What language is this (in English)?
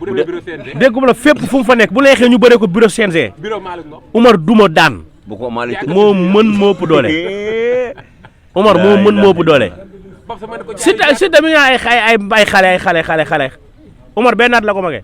Wolof